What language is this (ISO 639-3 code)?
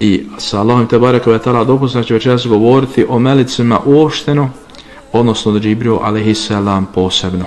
bos